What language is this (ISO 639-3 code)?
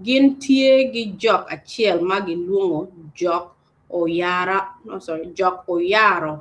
ach